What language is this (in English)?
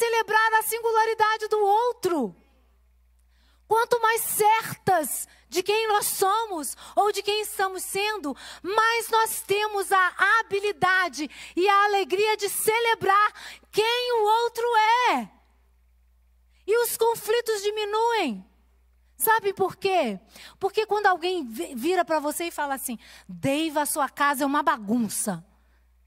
Portuguese